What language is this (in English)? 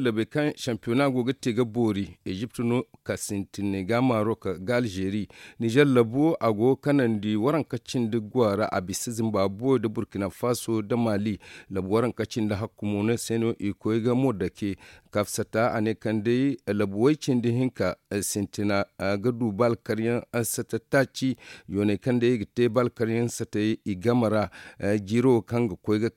Zarma